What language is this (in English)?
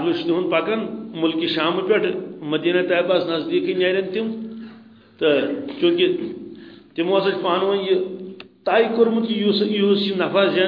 Kashmiri